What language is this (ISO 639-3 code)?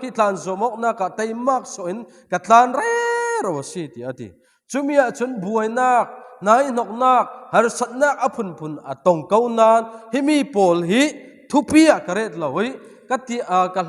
cfm